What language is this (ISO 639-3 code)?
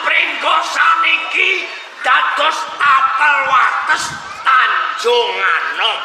jav